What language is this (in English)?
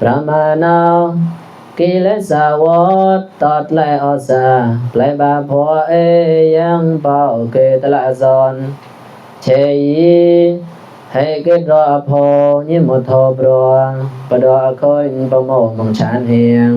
Mon